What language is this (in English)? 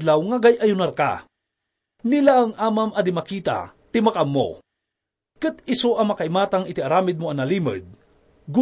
Iloko